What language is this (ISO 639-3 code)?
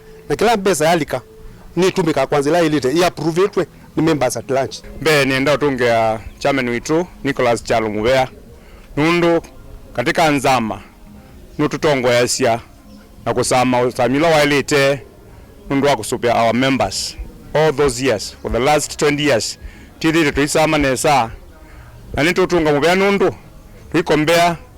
kam